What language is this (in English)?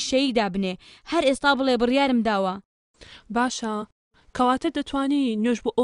Central Kurdish